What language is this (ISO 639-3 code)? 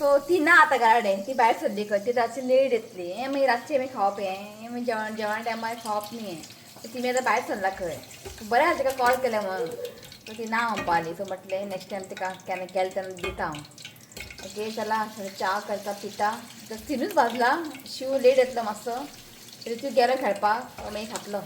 kok